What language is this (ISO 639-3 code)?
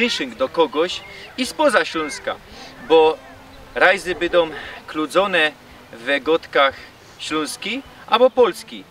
szl